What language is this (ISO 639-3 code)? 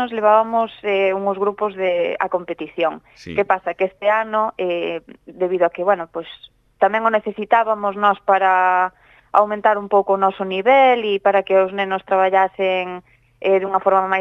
glg